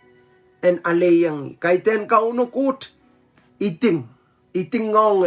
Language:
Pohnpeian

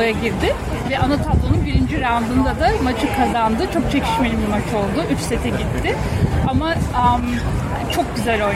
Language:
Turkish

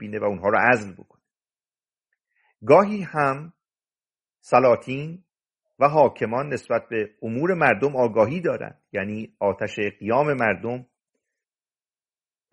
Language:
Persian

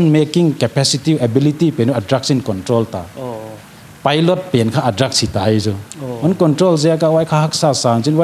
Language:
Paite Chin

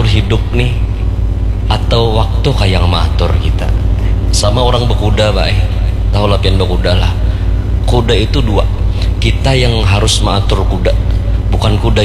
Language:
Banjar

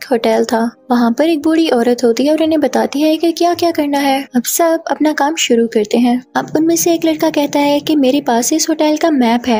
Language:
Hindi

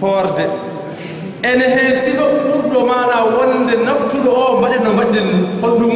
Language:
Fula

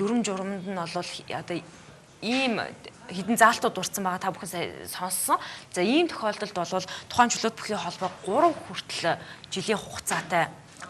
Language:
Mongolian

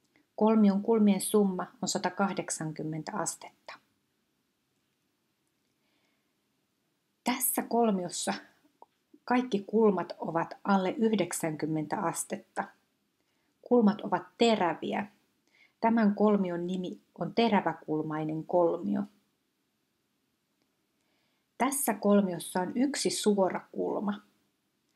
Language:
Finnish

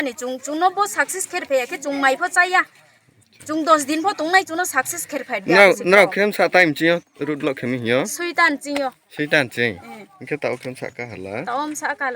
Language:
Riang (India)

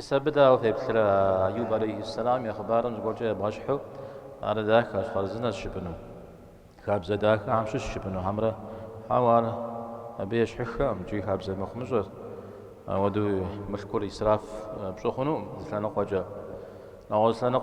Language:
Kabardian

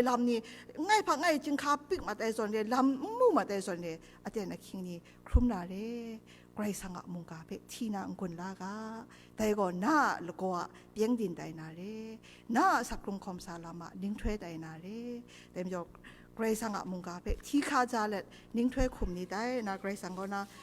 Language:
Kachin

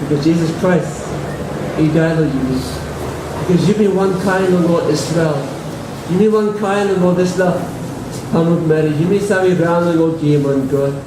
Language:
Tok Pisin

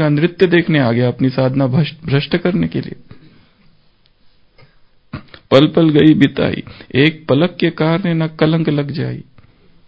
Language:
Hindi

